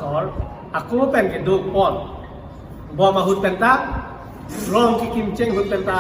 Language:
Karbi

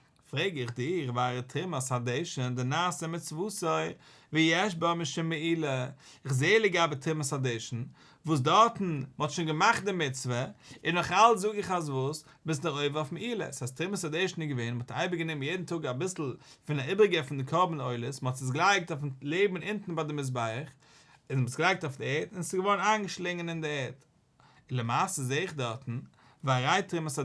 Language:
Yiddish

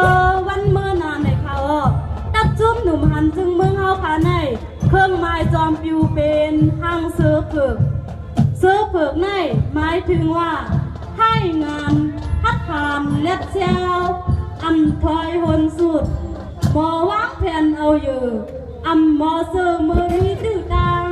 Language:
Shan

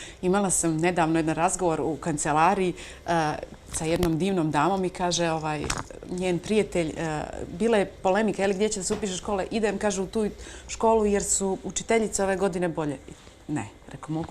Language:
Bosnian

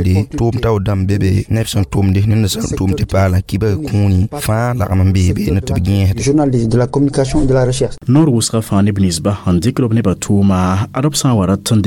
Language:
Mossi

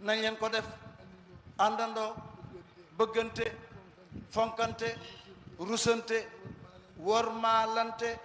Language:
Wolof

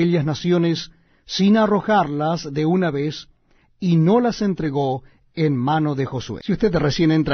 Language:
Spanish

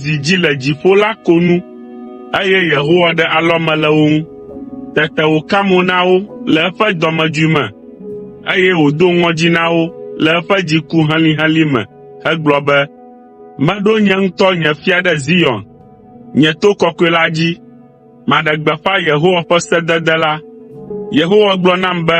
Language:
Ewe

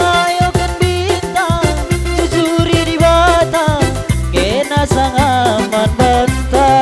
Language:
Batak Karo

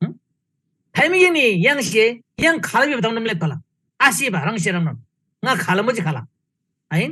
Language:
Eastern Tamang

